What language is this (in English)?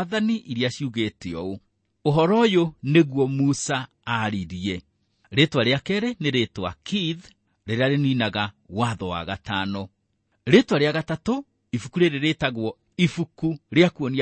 Kikuyu